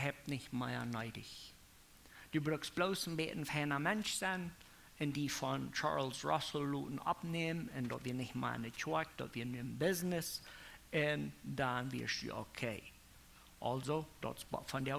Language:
Plautdietsch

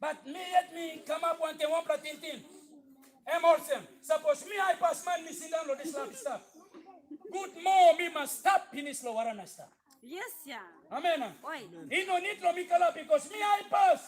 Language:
Tok Pisin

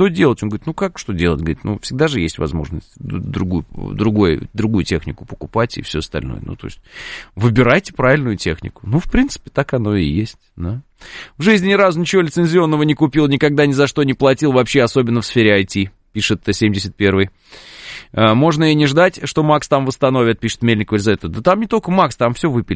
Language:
Russian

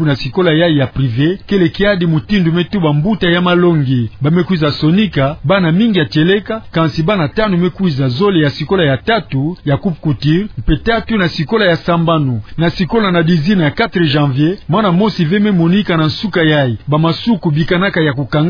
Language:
Kituba (Democratic Republic of Congo)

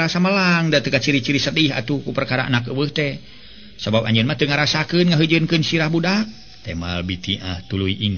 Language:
Sundanese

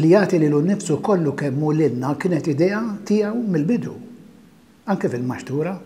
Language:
Maltese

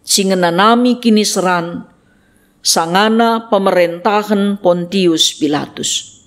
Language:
Batak Karo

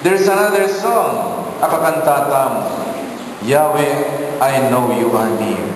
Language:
Pampanga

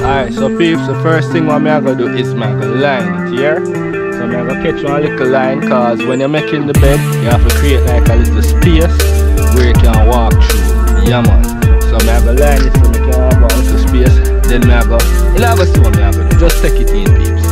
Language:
Jamaican Creole English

